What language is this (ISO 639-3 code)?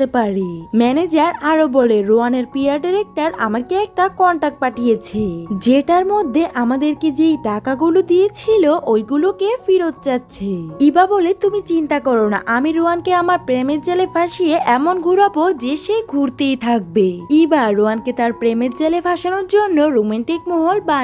ben